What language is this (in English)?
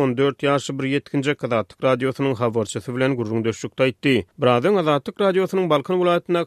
Turkmen